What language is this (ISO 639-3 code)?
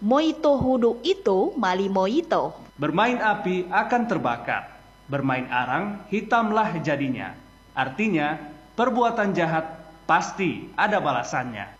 gor